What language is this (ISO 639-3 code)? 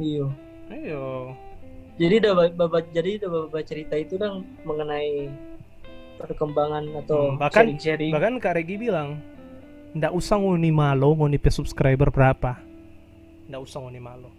xmm